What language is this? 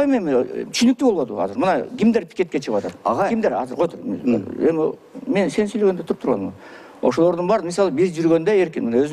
Kyrgyz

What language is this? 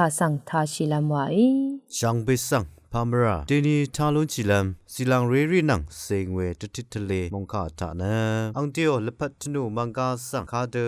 Rawang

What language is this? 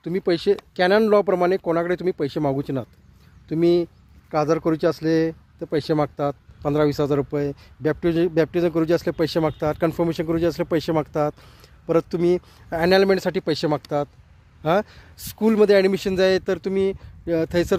Konkani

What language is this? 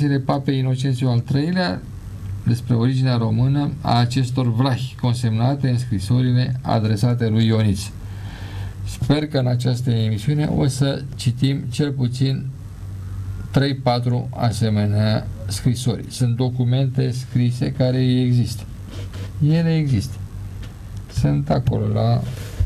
Romanian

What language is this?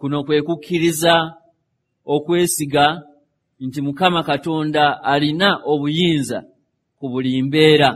Ganda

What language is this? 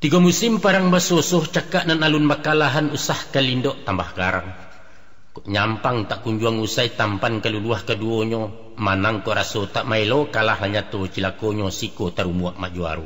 Minangkabau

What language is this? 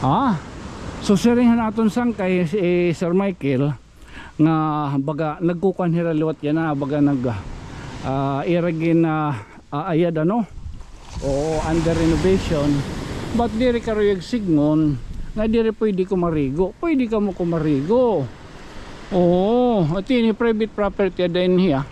Waray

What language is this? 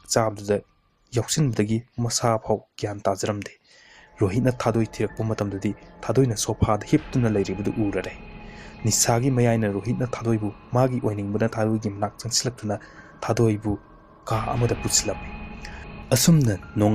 Manipuri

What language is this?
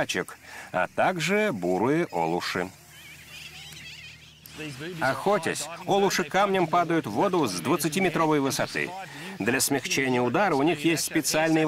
Russian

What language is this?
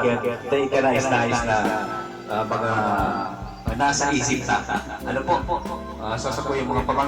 Bikol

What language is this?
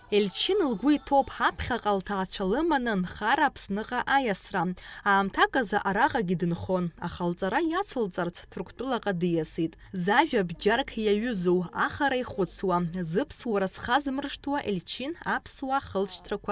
Abkhazian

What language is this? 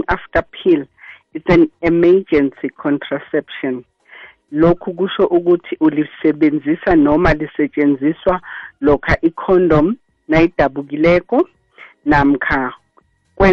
South Ndebele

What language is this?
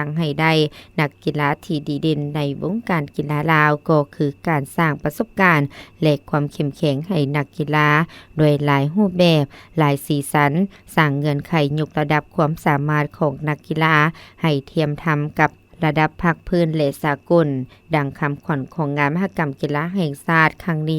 Lao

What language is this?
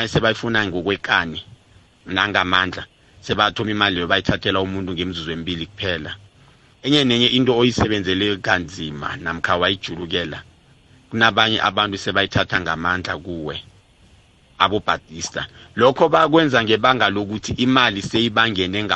South Ndebele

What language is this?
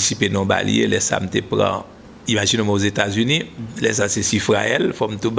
Haitian Creole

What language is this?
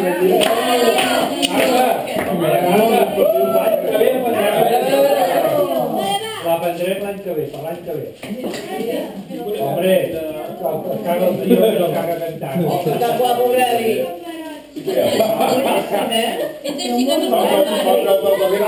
Catalan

